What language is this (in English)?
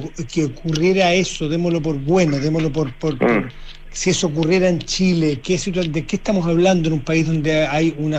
Spanish